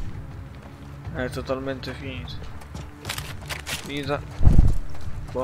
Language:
Italian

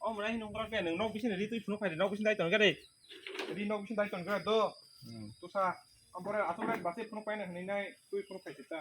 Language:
Kok Borok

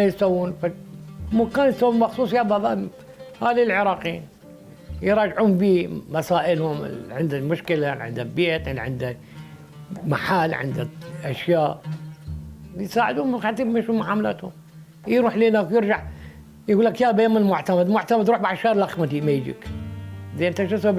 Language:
Mesopotamian Arabic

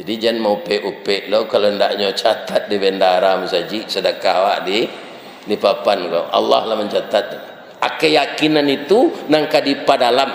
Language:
Minangkabau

